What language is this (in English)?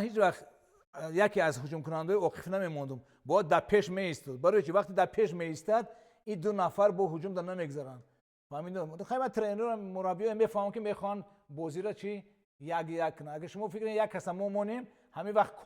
Tajik